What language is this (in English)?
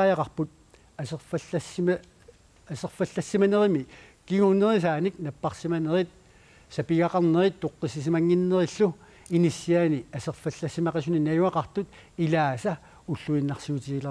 Kalaallisut